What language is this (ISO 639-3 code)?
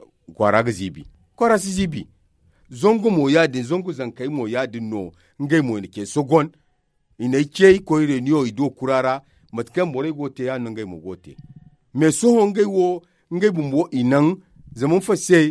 dje